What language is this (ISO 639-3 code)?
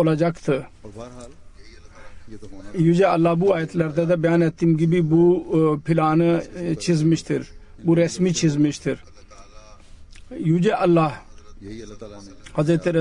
tur